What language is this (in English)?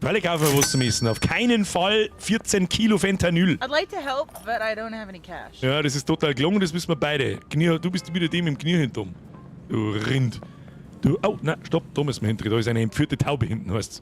Bavarian